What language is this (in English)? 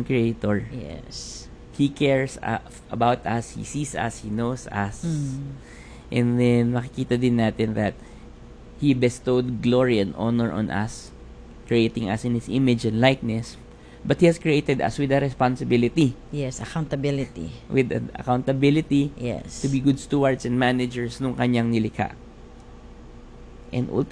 Filipino